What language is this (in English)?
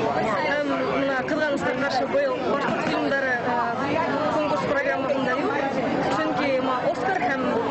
Bashkir